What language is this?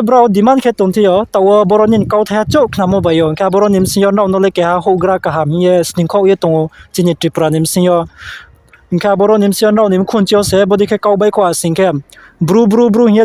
Riang (India)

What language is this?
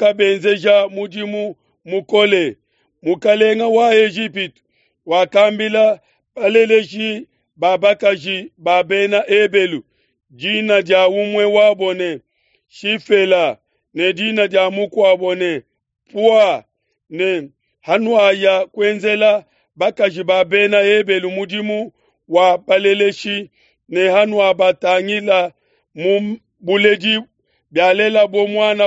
Luba-Lulua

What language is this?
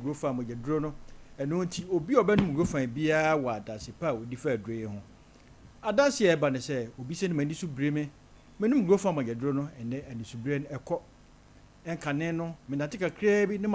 Akan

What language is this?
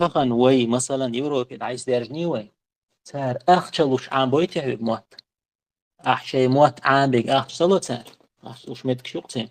Chechen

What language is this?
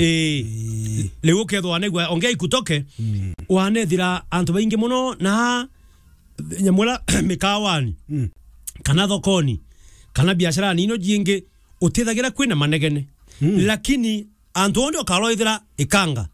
Meru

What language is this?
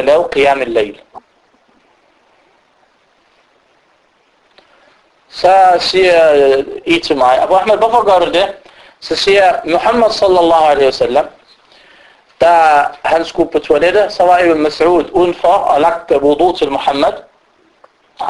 Danish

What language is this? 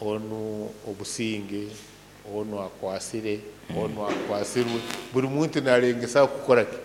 Nyoro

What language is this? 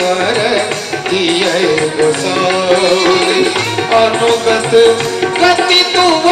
Maithili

